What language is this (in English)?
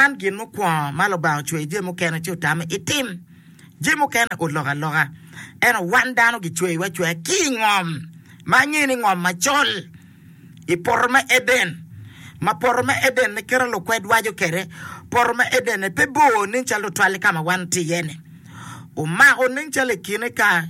Acoli